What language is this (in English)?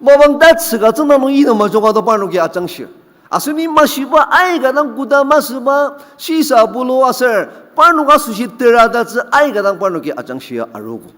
Ao Naga